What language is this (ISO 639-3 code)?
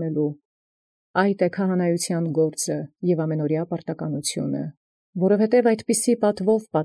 hye